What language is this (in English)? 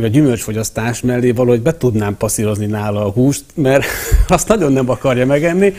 Hungarian